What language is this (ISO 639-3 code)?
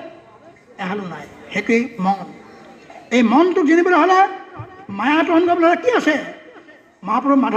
asm